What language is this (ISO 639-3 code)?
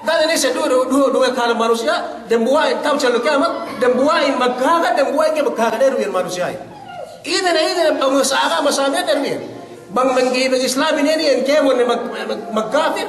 yka